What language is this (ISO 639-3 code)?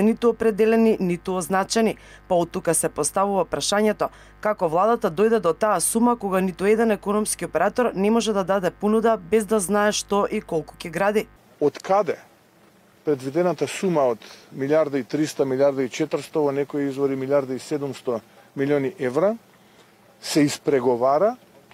mkd